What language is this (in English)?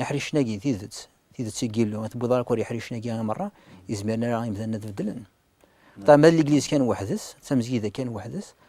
Kabyle